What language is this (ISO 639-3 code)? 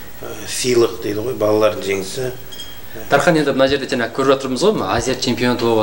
kaz